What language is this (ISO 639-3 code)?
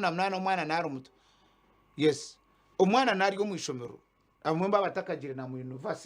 nyn